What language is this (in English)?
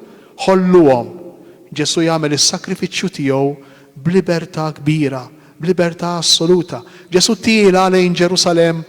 Maltese